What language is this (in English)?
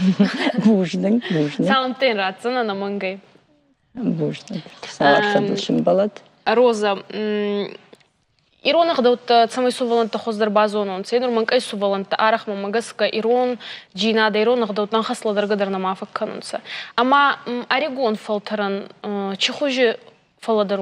Ossetic